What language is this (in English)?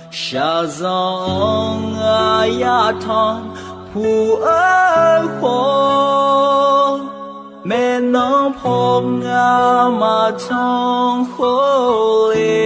Akha